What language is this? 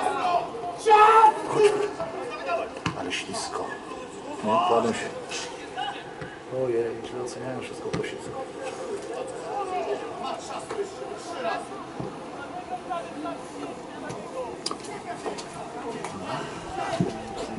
Polish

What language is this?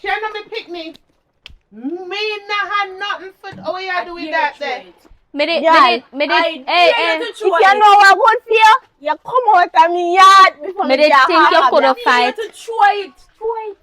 Jamaican Creole English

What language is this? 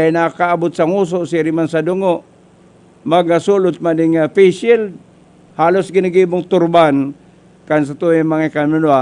Bikol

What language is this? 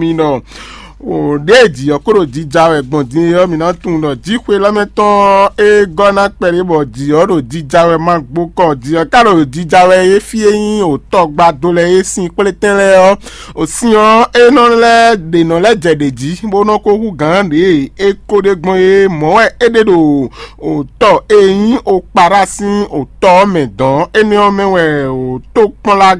Fon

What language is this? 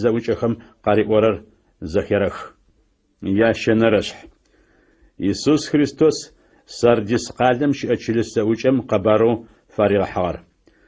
Adyghe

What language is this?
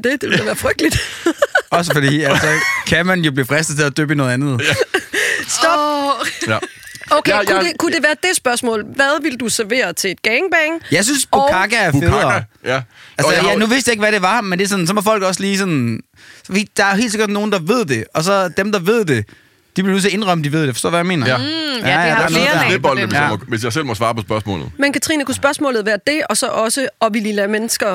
Danish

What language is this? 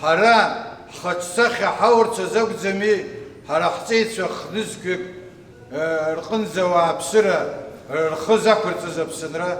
Abkhazian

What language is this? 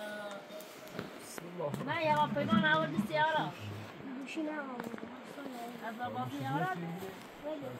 Persian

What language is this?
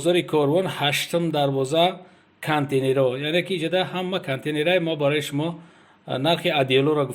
Tajik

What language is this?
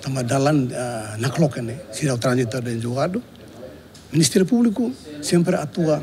Tetum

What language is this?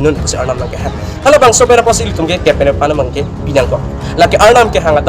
Karbi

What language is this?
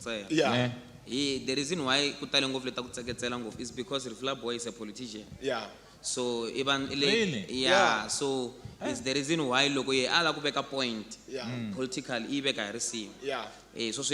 Tsonga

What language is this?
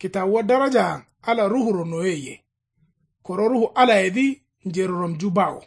Kanuri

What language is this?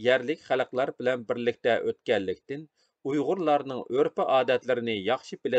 Uyghur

